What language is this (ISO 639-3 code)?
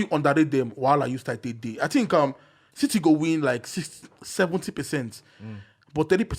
pcm